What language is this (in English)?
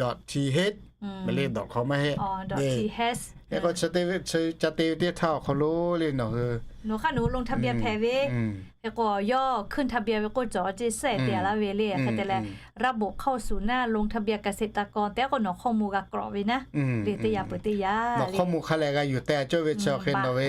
Lahu